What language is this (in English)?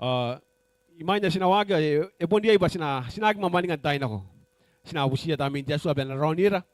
Gilbertese